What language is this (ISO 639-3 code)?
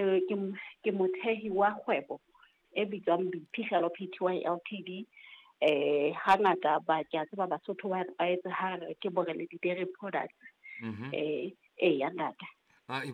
sot